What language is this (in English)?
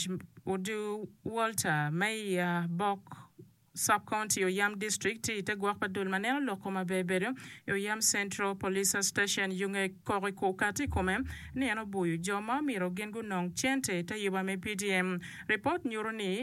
Acoli